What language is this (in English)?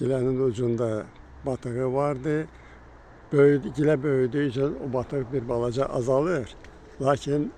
Azerbaijani